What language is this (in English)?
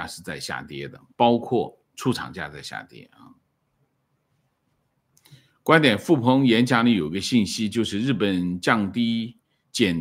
Chinese